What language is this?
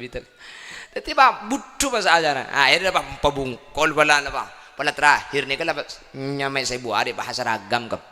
Madurese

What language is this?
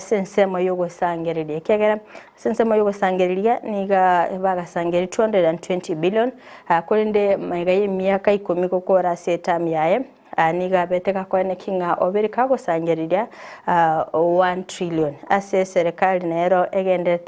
Gusii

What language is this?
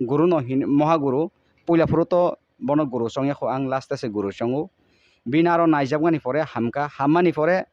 Kok Borok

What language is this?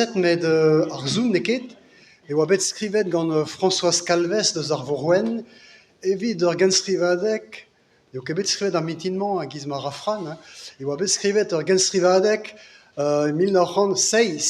Breton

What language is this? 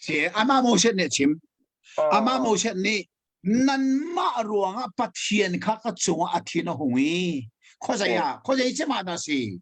Hakha Chin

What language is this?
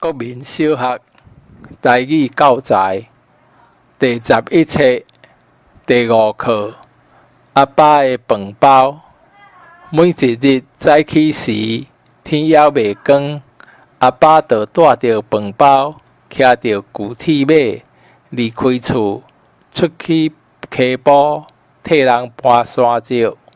Min Nan Chinese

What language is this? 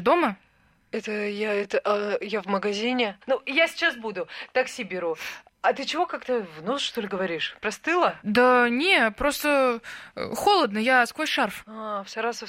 Russian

